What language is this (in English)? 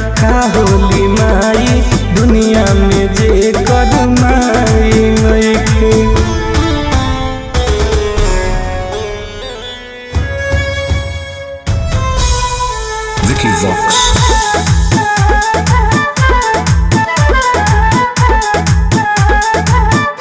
Bhojpuri